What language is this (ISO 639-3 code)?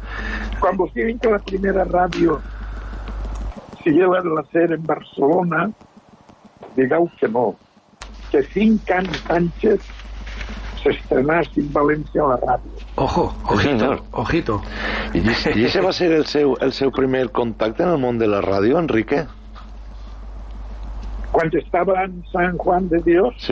cat